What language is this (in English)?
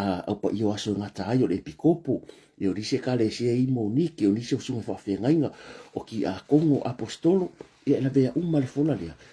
Samoan